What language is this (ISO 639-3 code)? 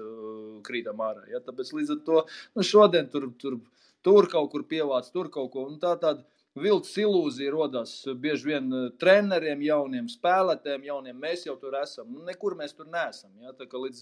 lav